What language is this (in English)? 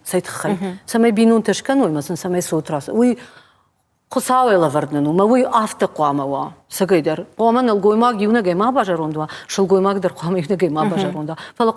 Ossetic